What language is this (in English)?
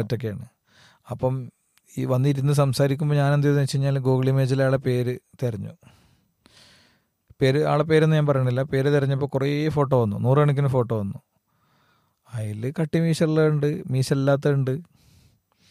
Malayalam